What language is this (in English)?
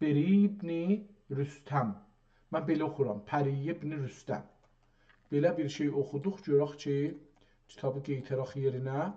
South Azerbaijani